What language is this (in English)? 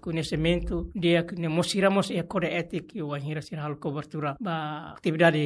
Tetum